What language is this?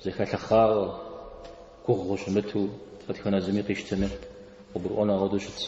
Kabardian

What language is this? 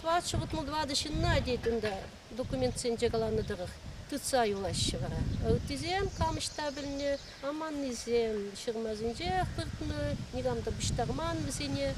Chuvash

